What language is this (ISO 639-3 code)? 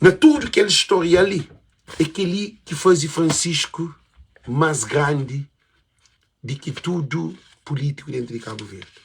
kea